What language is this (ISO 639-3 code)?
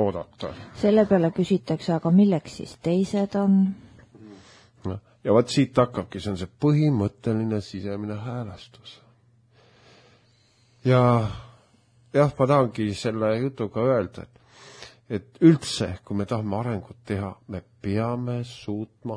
est